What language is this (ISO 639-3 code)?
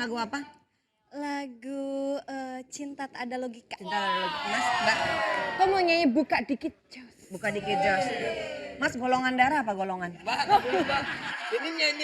bew